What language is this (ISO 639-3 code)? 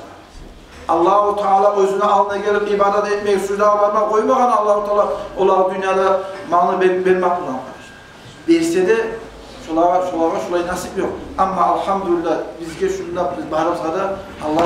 kum